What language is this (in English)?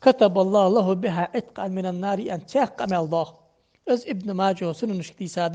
Ingush